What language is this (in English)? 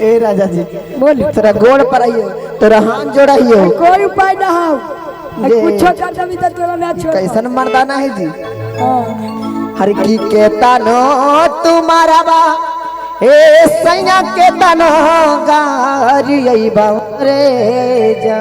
Magahi